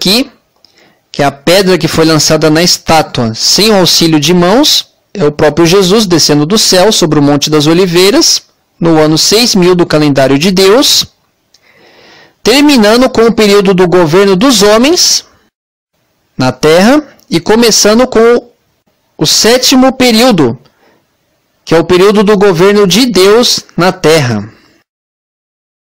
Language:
Portuguese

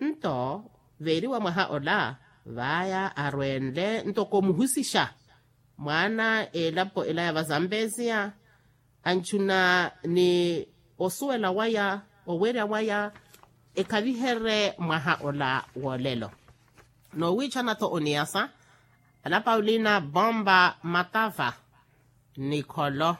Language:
Makhuwa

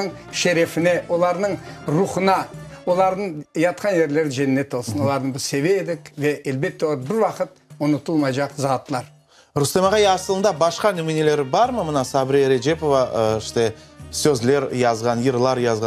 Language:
Crimean Tatar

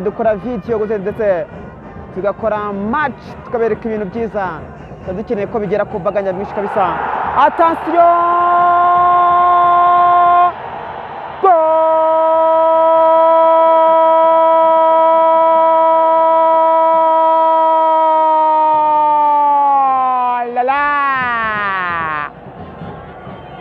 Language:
Kinyarwanda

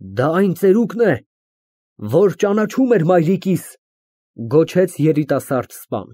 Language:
Armenian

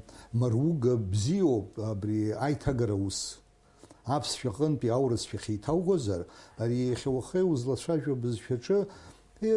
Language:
Abkhazian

